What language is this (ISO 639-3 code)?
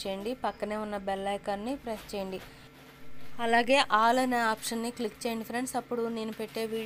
tel